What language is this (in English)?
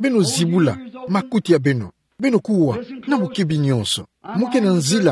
Kituba (Democratic Republic of Congo)